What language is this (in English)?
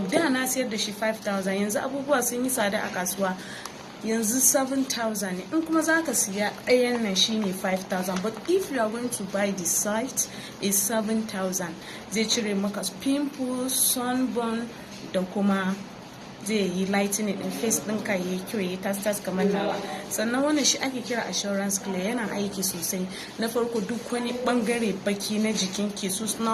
Hausa